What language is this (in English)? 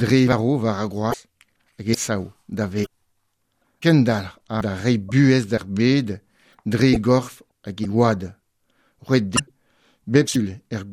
Breton